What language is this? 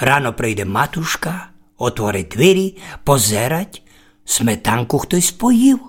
Rusyn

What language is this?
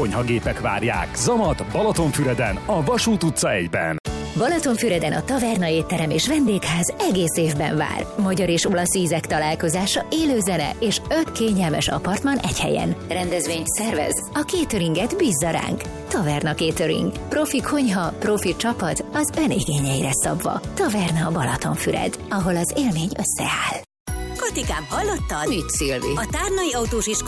Hungarian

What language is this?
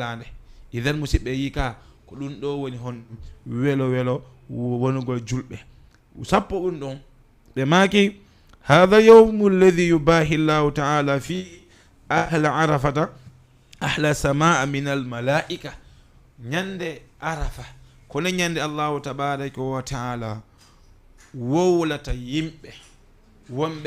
Fula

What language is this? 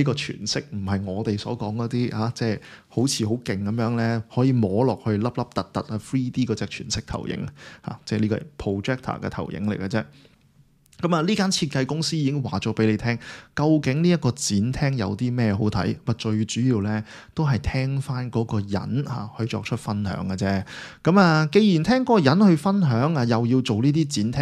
Cantonese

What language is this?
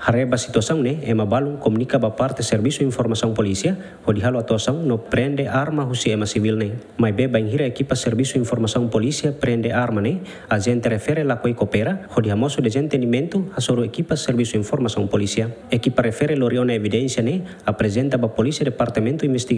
Tetum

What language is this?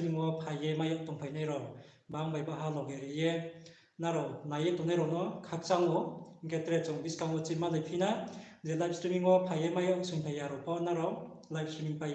Riang (India)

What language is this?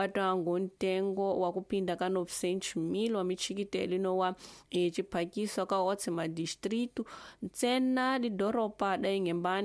Tsonga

